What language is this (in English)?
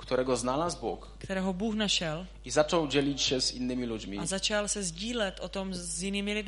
Polish